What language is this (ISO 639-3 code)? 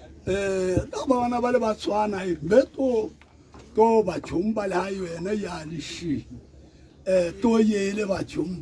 tsn